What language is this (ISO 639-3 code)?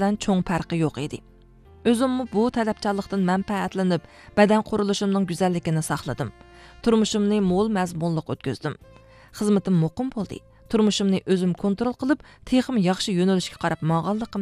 uig